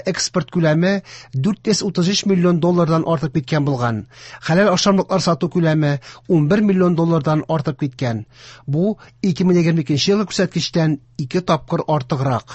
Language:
Tatar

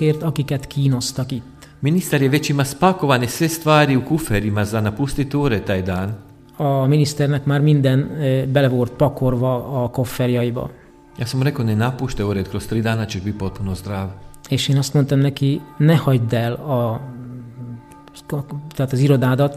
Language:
Croatian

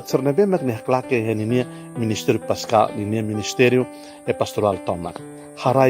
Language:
Tetum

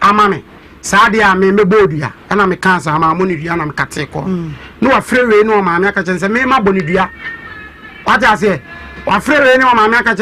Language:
Akan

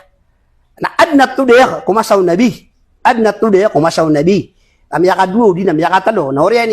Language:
Maranao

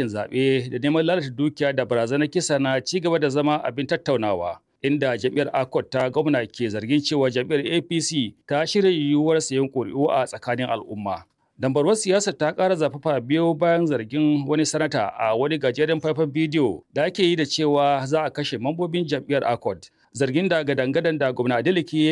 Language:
Hausa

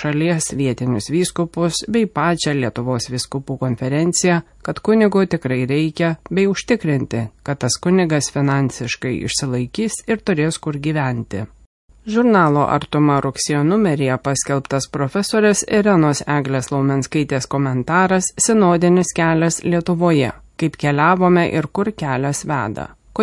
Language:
Lithuanian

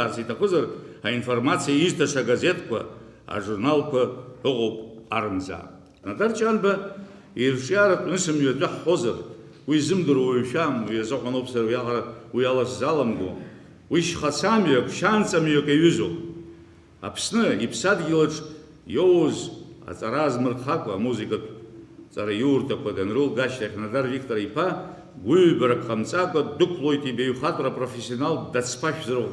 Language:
Abkhazian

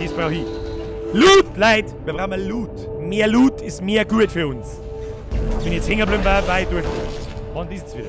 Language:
Bavarian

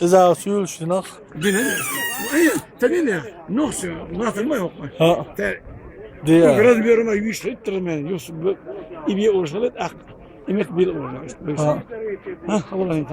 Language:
Chechen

